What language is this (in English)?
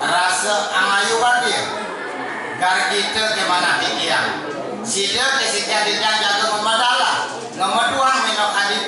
Balinese